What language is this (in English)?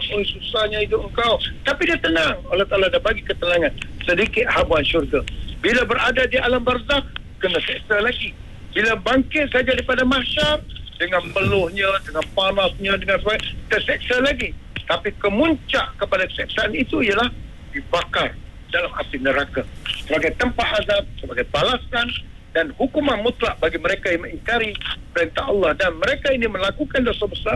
Malay